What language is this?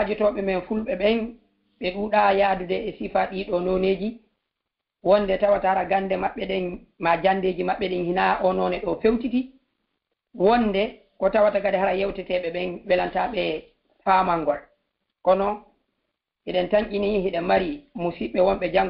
Fula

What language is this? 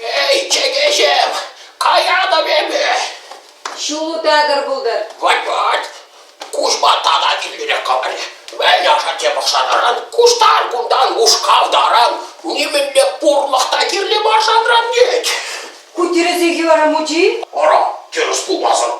Chuvash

